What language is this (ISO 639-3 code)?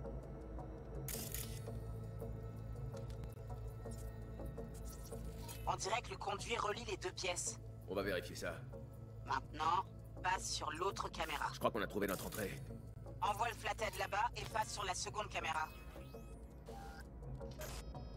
fra